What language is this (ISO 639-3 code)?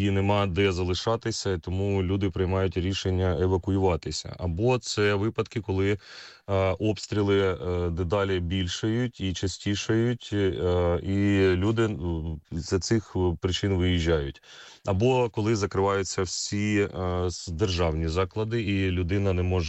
ukr